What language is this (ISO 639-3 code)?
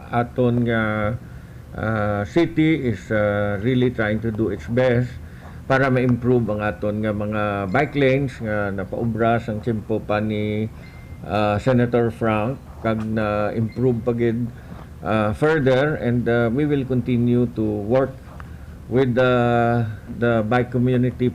hil